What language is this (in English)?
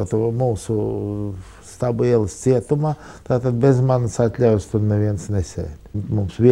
Latvian